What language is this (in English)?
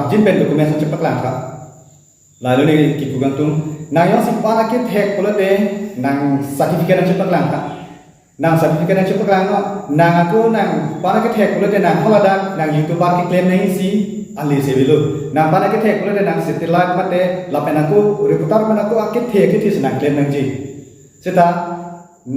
Karbi